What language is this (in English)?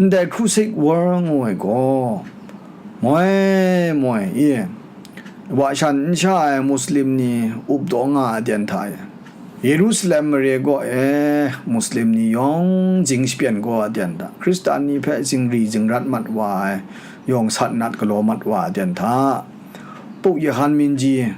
Kachin